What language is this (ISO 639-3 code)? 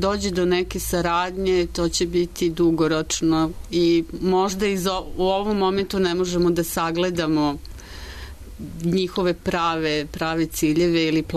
srp